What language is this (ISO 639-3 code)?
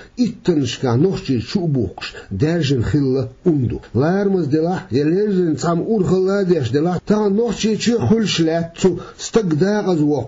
che